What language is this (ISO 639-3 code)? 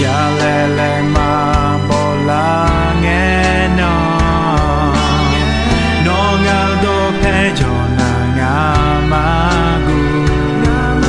ahk